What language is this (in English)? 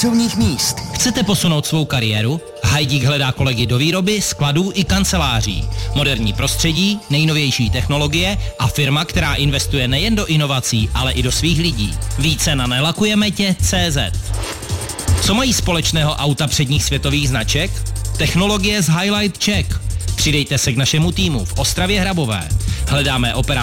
Czech